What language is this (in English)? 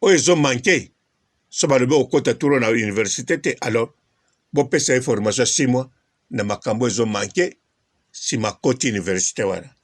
Lingala